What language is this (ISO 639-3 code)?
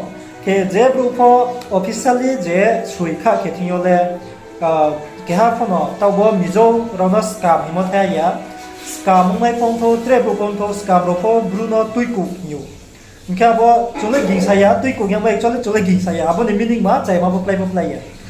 ria